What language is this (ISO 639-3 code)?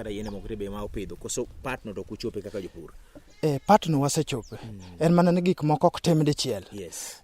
luo